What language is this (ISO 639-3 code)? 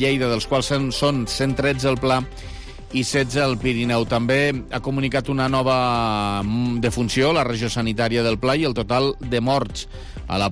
cat